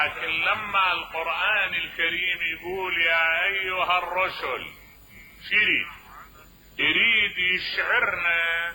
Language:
Mesopotamian Arabic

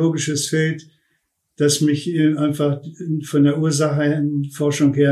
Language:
German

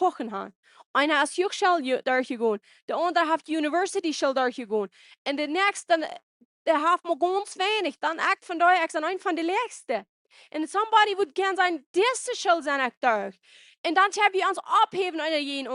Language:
Plautdietsch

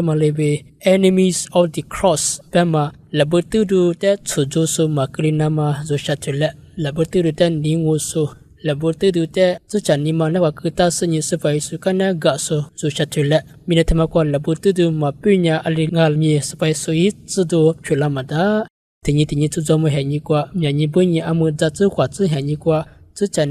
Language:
Lisu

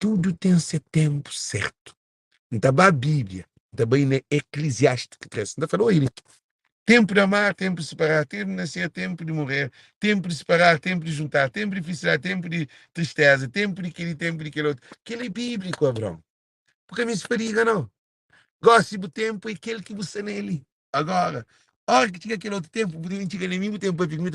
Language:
Kabuverdianu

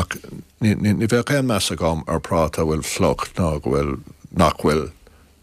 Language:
Irish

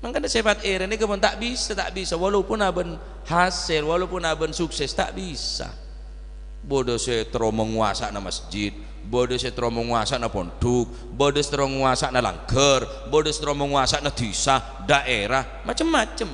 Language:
Madurese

